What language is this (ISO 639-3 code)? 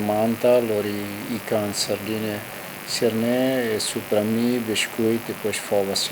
tet